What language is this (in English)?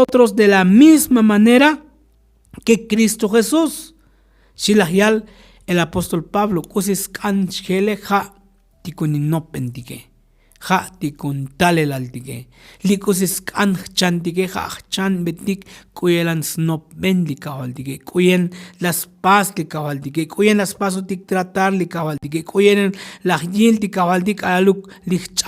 Tzotzil